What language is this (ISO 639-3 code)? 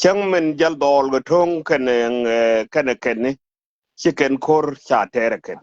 nus